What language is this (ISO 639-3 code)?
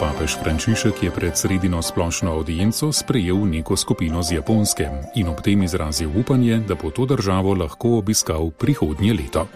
slv